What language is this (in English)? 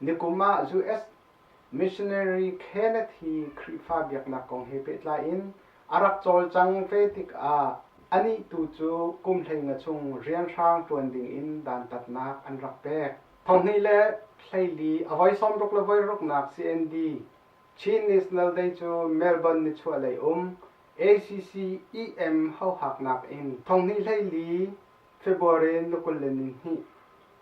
Hakha Chin